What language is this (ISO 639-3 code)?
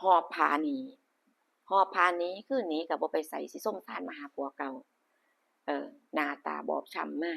tts